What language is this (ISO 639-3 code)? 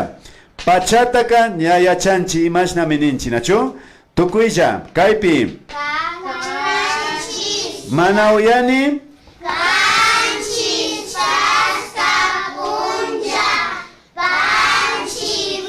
qvi